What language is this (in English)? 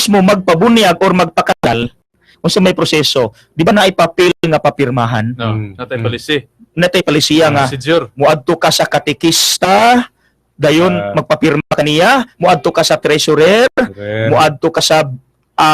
Cebuano